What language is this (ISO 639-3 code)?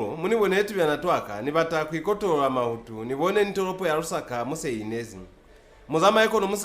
loz